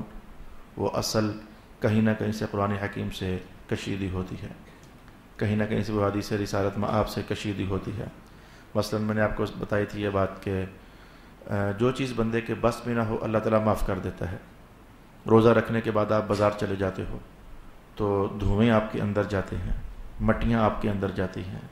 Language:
Urdu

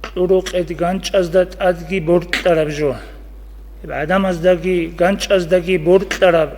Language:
Avaric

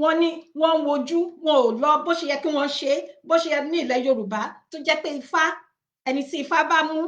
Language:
Yoruba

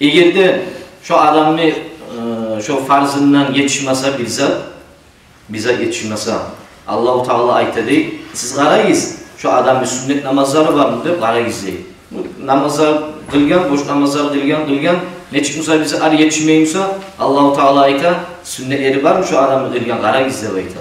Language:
Kumyk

